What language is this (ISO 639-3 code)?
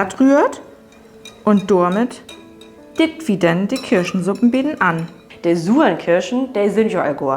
nds